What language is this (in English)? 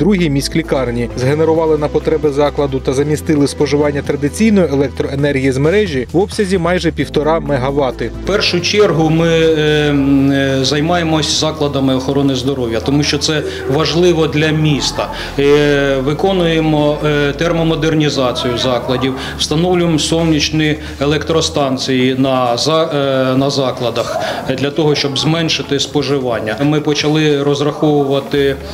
Ukrainian